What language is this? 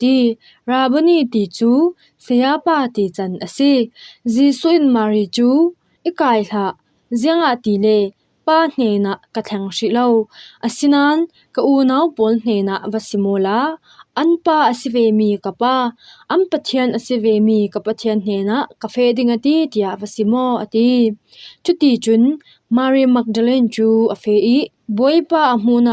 Falam Chin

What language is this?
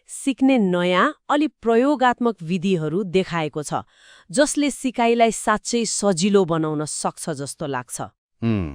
Nepali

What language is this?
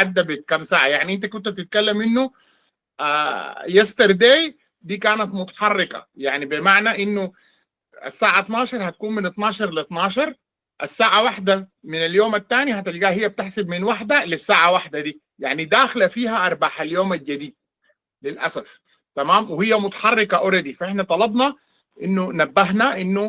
Sudanese Arabic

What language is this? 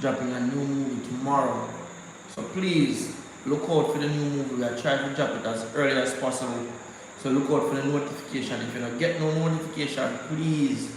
Jamaican Creole English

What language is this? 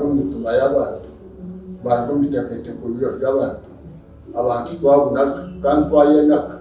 Nyankole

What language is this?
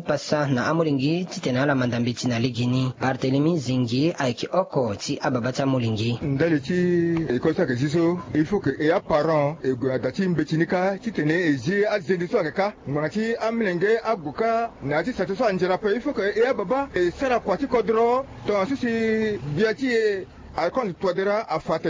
Sango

